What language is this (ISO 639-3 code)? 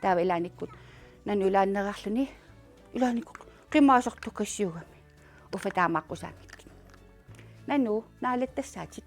kal